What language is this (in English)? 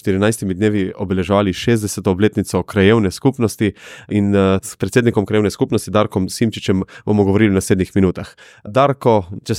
Slovenian